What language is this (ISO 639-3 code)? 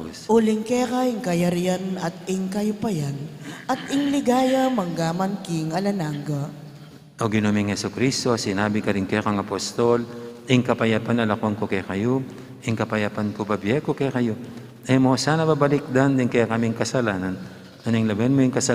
pam